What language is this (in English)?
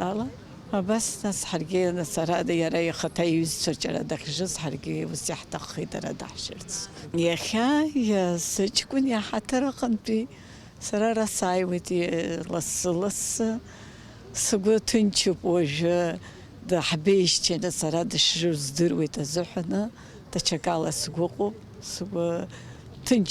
Abkhazian